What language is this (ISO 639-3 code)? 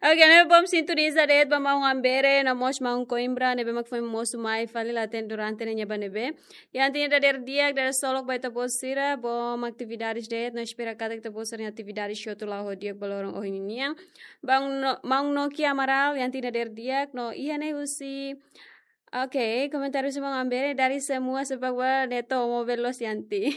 tet